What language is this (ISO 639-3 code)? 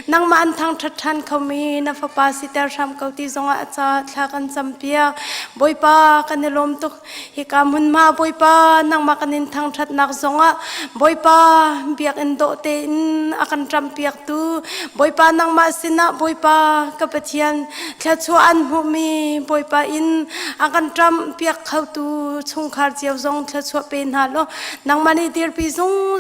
cnh